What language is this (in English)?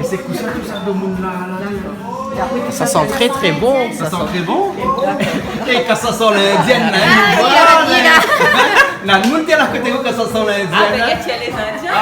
Réunion Creole French